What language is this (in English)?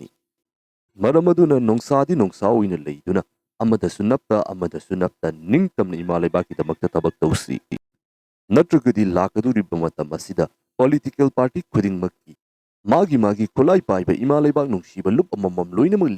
Manipuri